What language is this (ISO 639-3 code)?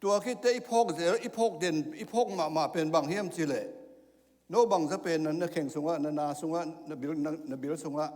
ctd